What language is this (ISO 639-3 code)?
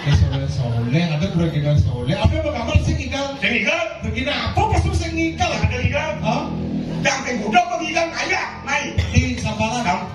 ban